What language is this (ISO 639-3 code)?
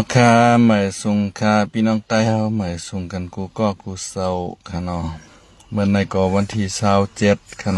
shn